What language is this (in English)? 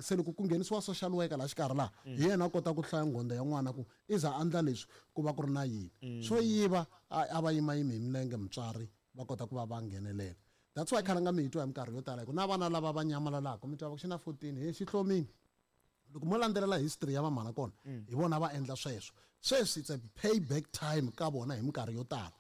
Tsonga